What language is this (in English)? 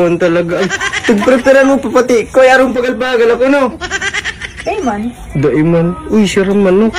Bikol